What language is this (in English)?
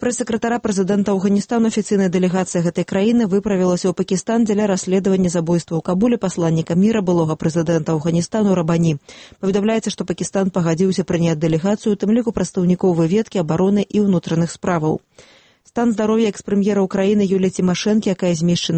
Belarusian